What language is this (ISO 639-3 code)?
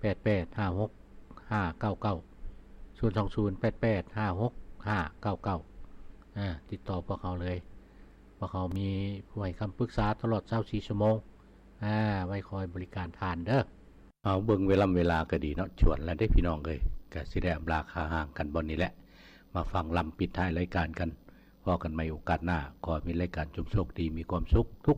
lao